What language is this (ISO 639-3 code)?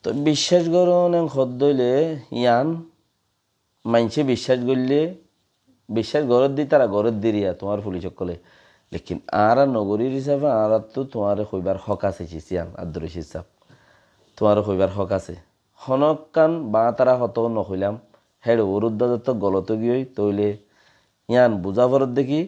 rhg